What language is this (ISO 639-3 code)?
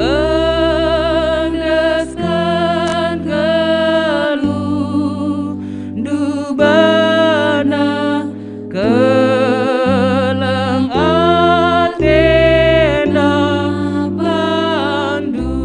btx